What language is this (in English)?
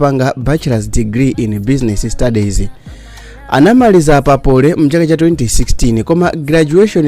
Nyanja